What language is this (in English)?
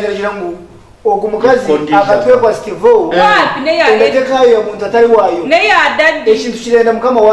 Nyankole